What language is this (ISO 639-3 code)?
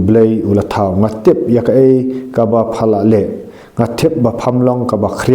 kha